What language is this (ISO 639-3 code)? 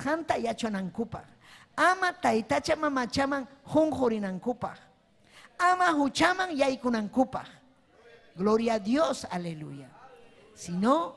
quy